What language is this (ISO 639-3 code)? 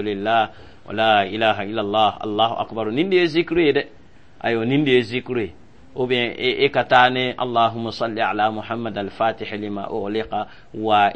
dyu